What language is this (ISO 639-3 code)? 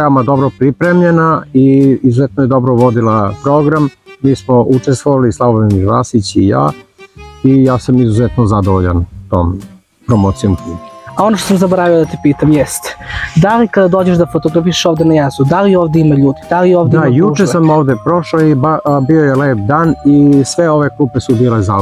srp